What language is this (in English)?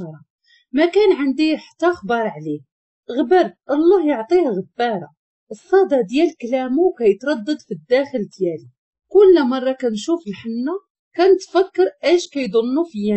Moroccan Arabic